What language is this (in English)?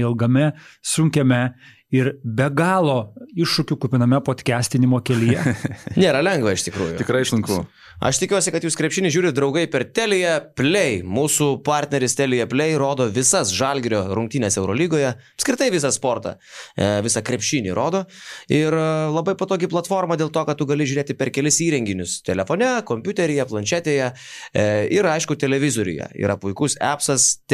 Lithuanian